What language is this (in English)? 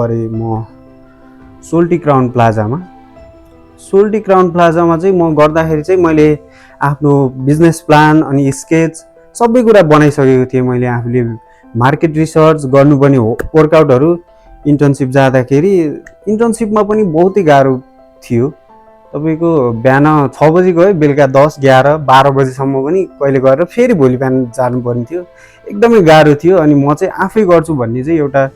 Nepali